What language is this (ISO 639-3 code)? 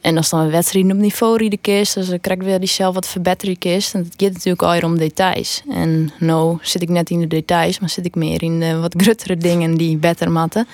fry